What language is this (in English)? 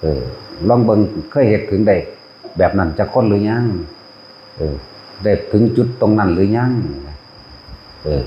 Northeastern Thai